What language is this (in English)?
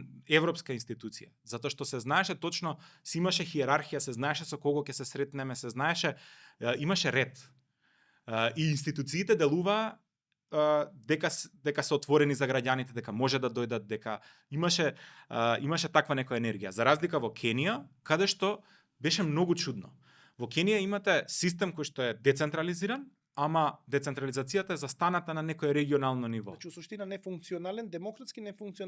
Macedonian